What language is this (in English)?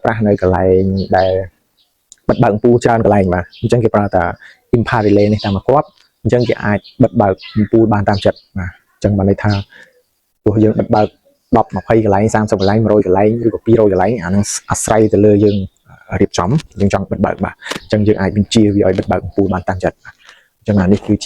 Khmer